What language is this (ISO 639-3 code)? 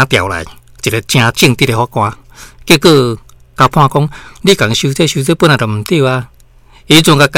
nan